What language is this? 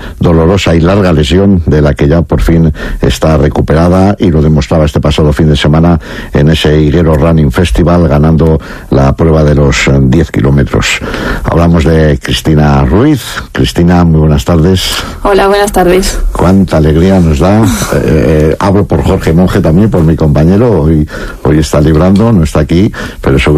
Spanish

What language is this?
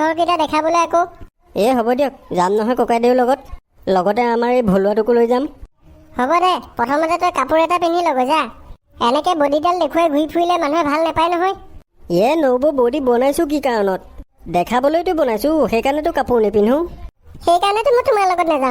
Assamese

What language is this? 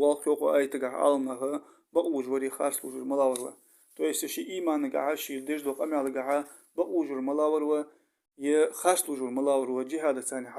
Ingush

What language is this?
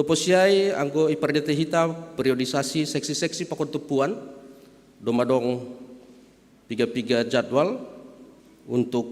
Batak Simalungun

